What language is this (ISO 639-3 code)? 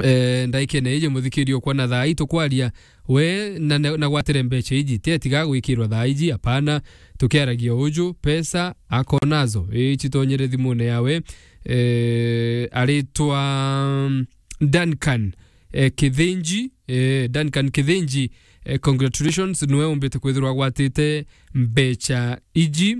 mer